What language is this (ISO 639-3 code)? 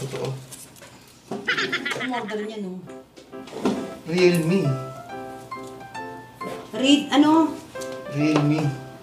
fil